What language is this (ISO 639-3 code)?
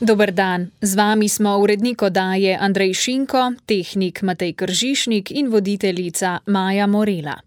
slv